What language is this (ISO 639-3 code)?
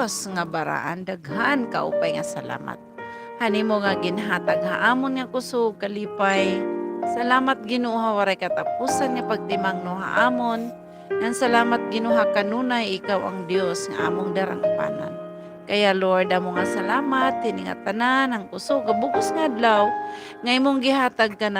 war